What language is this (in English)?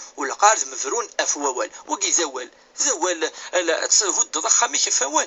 Kabyle